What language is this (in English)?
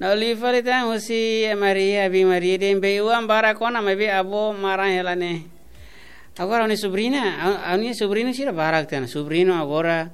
Tetum